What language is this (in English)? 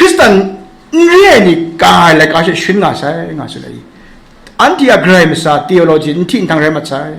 Kachin